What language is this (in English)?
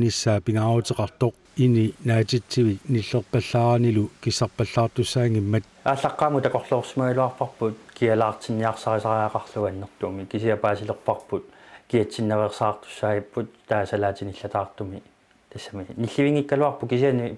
Kalaallisut